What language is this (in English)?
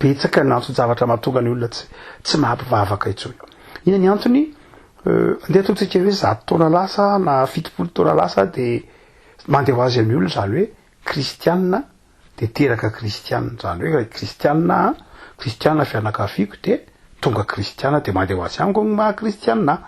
Malagasy